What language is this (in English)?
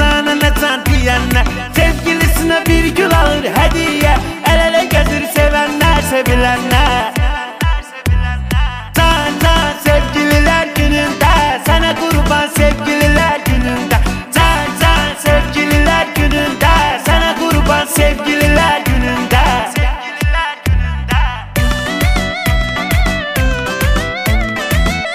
Turkish